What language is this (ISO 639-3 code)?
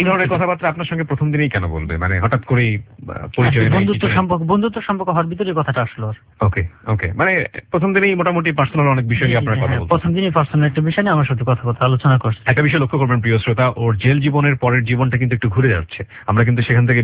ben